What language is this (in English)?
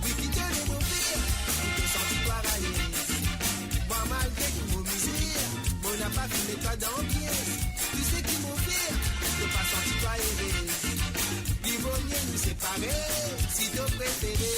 Morisyen